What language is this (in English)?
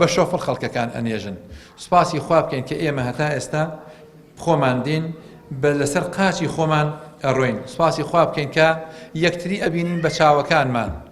Central Kurdish